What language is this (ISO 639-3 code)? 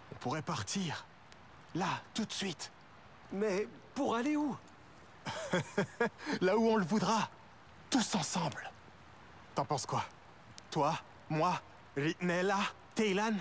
fra